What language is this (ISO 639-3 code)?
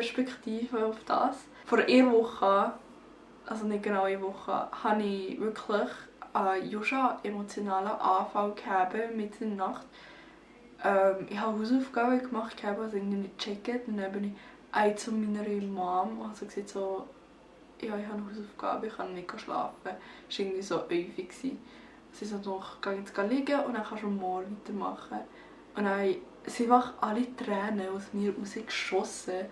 gsw